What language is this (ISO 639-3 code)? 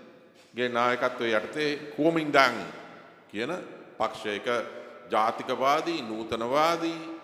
sin